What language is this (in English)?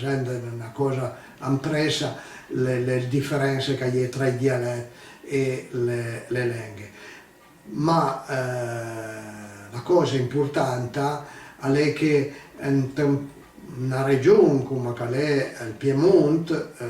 Piedmontese